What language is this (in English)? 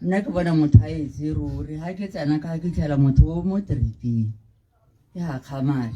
Tswana